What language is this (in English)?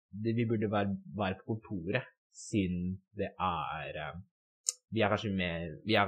Norwegian